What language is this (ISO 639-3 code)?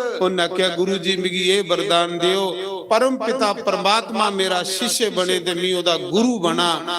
doi